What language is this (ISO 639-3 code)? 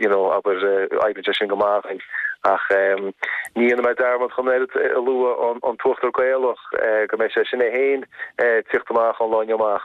gle